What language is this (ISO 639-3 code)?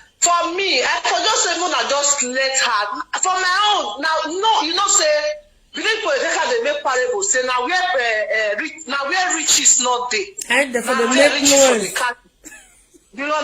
pcm